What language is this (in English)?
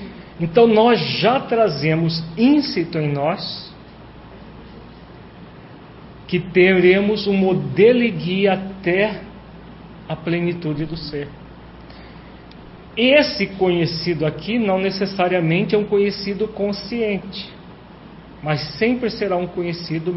Portuguese